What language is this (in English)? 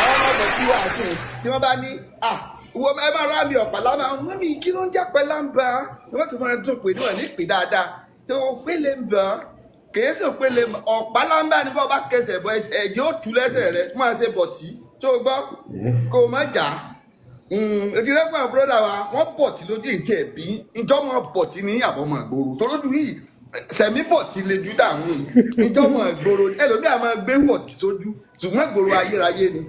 Yoruba